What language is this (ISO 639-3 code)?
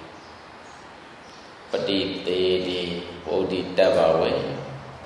mya